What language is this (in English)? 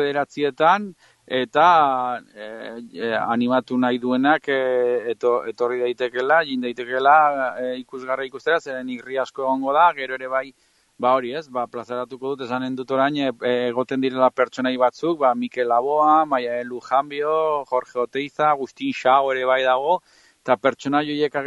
Basque